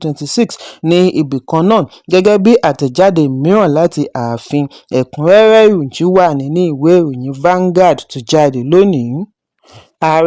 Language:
Yoruba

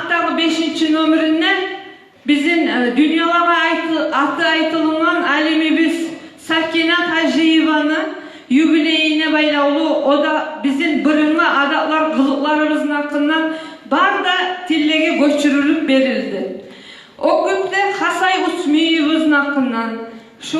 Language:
Kumyk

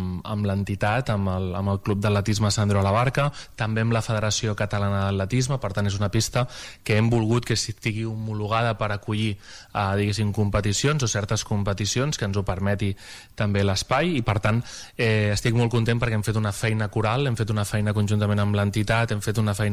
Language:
Catalan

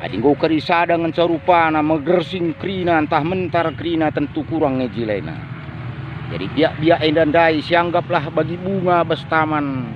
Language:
Batak Karo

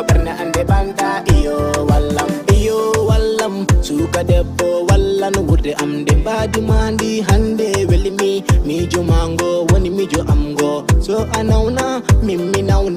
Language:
Fula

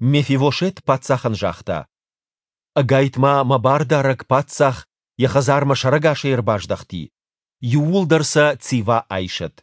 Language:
Ossetic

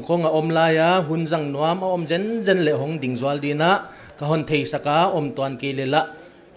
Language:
Paite Chin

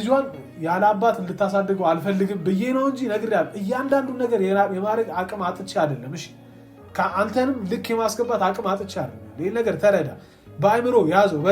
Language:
Amharic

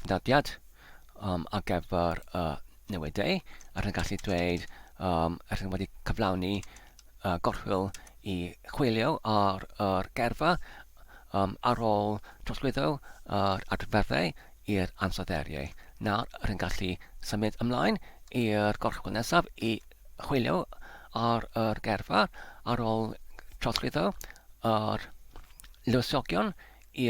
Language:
Welsh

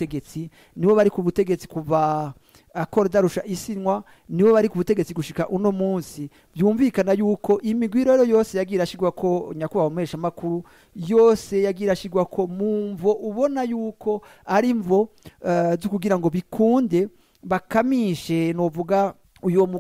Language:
Rundi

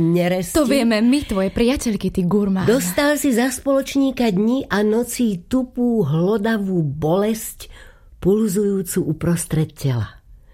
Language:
Slovak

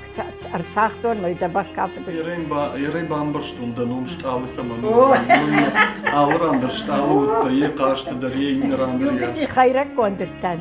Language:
Ossetic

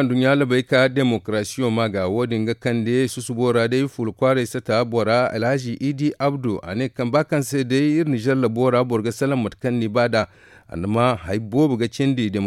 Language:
Zarma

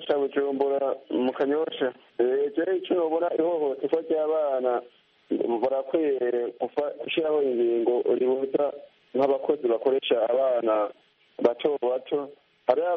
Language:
Kinyarwanda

